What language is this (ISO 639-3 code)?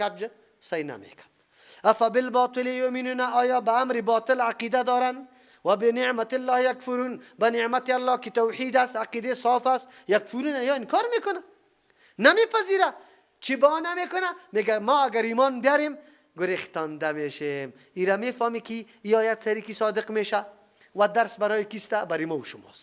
fas